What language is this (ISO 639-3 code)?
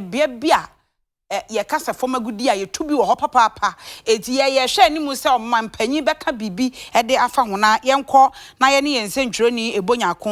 aka